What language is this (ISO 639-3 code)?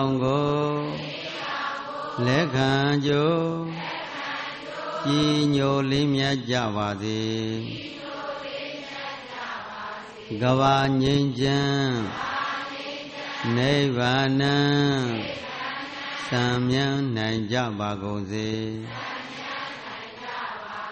mya